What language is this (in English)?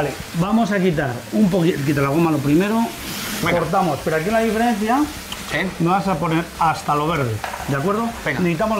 Spanish